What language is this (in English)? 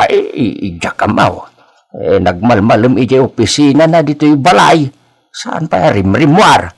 Iloko